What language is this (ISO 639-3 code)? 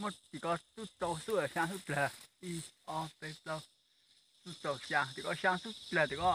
hmn